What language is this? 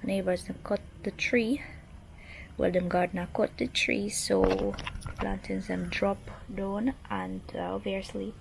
Jamaican Creole English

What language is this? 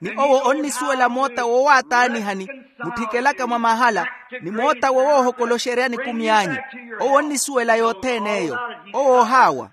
Makhuwa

